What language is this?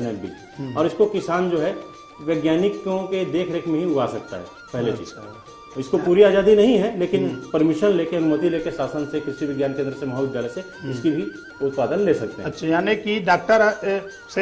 Hindi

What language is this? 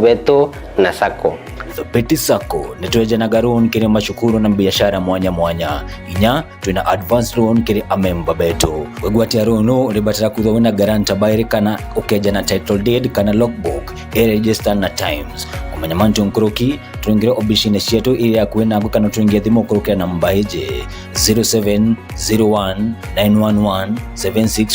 Meru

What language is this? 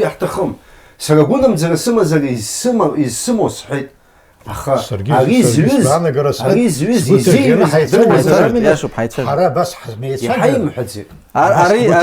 Abkhazian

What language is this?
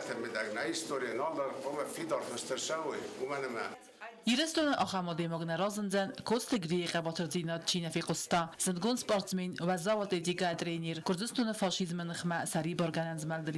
Ossetic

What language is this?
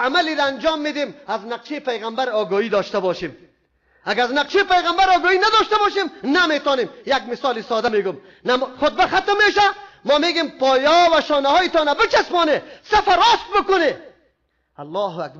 Persian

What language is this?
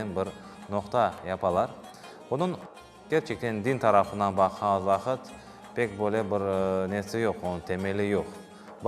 Crimean Tatar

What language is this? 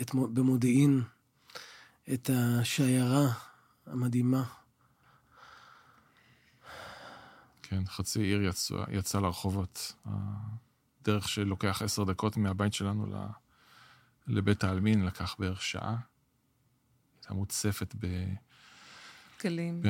Hebrew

